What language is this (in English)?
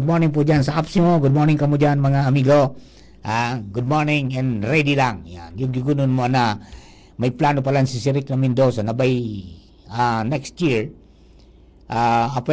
Bikol